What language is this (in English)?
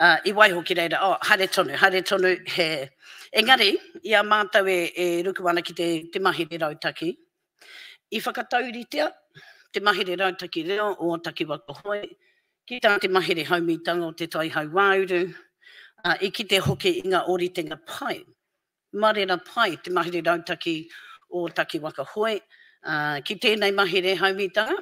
Māori